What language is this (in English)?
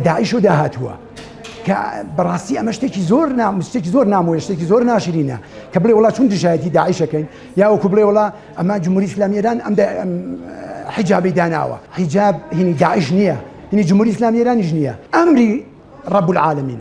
Central Kurdish